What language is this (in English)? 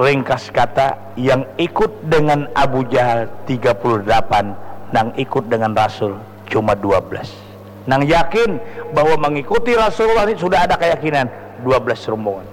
Banjar